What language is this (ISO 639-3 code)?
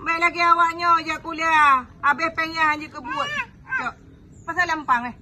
ace